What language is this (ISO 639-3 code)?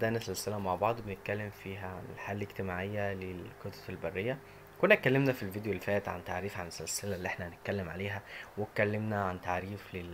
arz